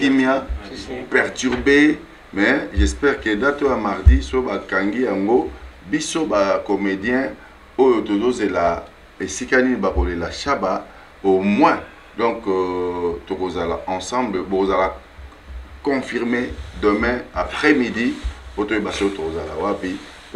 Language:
Lingala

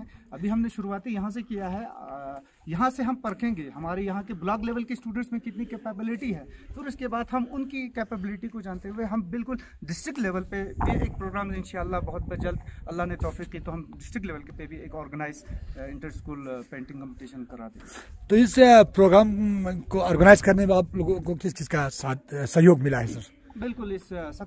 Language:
Hindi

